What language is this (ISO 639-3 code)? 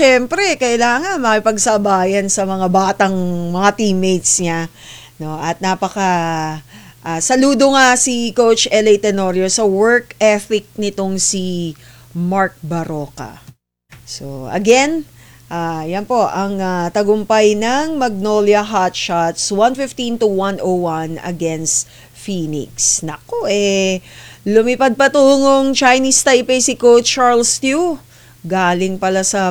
fil